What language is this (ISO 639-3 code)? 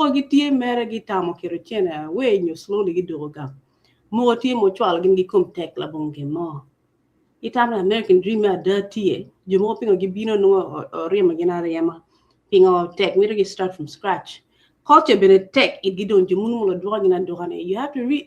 ach